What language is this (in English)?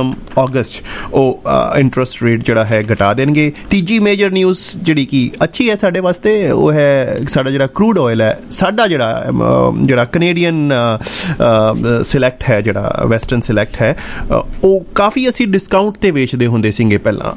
Punjabi